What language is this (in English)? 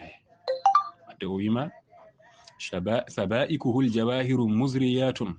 Fula